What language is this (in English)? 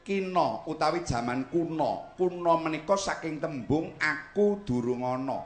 Javanese